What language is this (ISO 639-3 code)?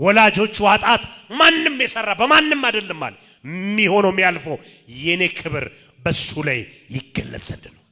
amh